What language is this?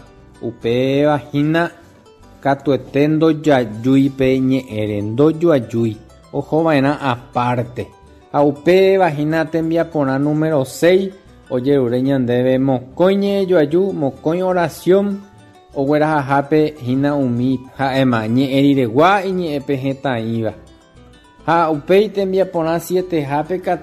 Guarani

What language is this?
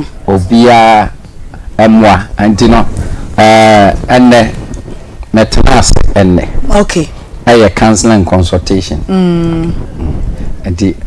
Akan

